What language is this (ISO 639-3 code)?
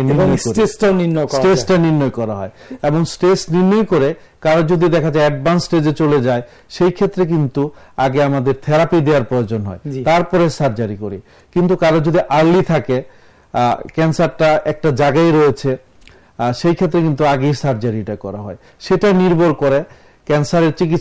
ben